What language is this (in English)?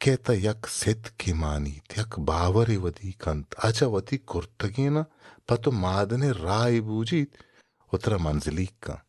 Baluchi